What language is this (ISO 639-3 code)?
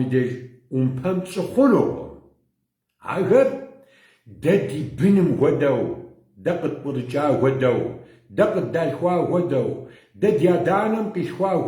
kbd